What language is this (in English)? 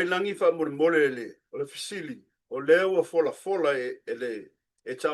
Samoan